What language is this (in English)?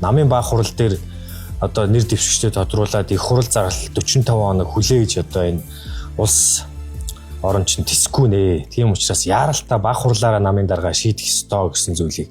Mongolian